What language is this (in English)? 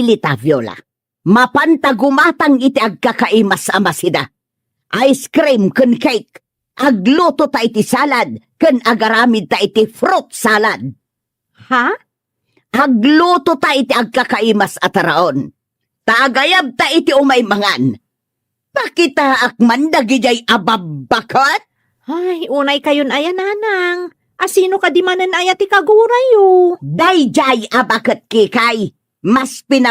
Iloko